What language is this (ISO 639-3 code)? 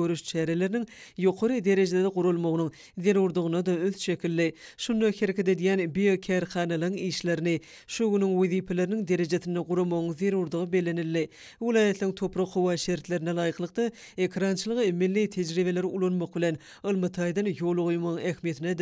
tuk